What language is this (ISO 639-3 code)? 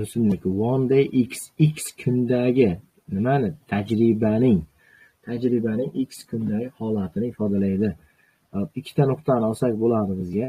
uzb